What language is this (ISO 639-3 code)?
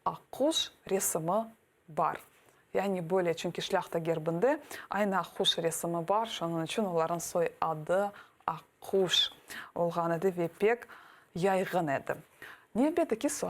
crh